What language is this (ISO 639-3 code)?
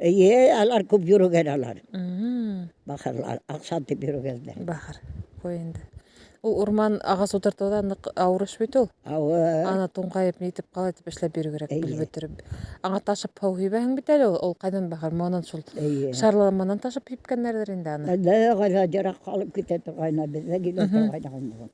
bak